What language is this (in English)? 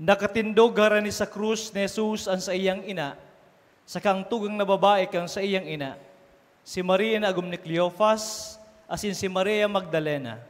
Bikol